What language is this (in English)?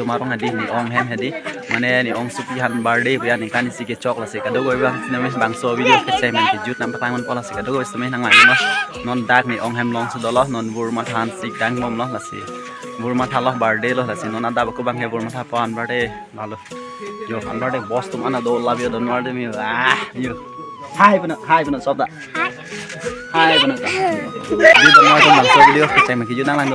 Karbi